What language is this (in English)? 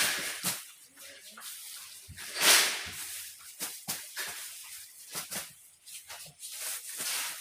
Filipino